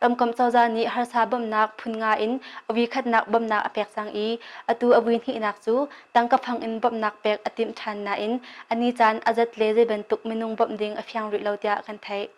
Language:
Hakha Chin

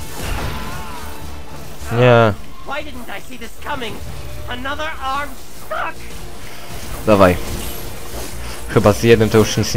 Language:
Polish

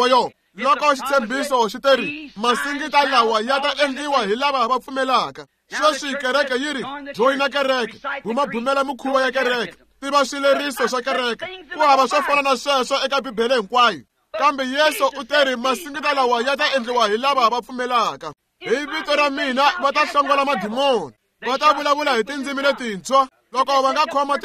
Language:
Tsonga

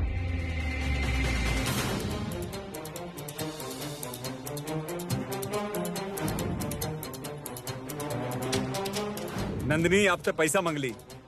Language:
Bhojpuri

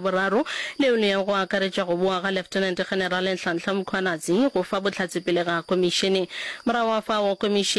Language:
Northern Sotho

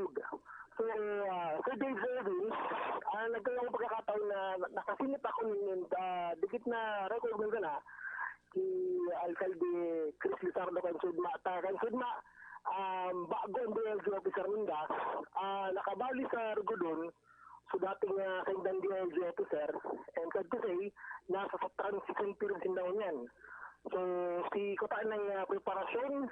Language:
Bikol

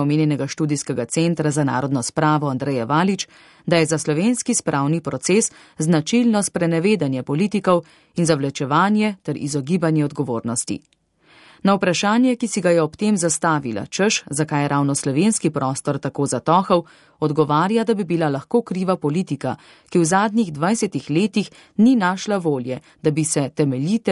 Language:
Slovenian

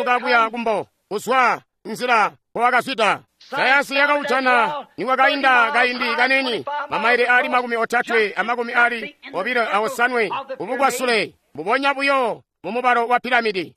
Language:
Tonga (Zambia)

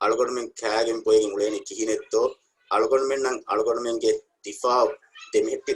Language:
Divehi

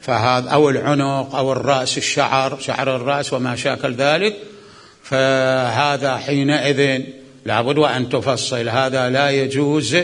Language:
Mesopotamian Arabic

